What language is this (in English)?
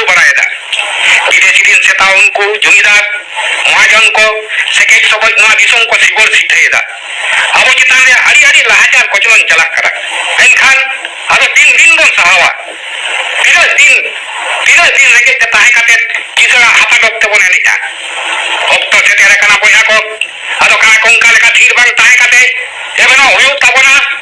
Santali